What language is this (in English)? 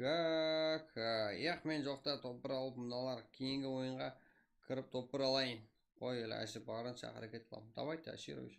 Kara-Kalpak